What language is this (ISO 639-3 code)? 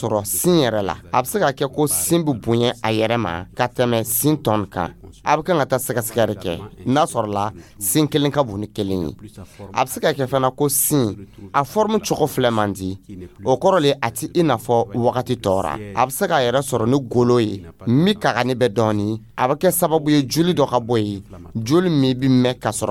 dyu